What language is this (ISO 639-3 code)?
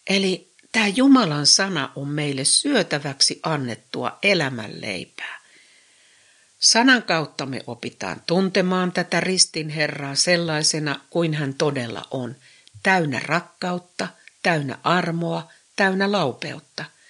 fin